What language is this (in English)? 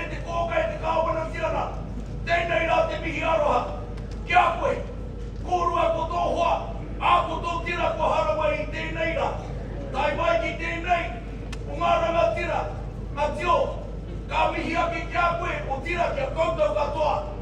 Māori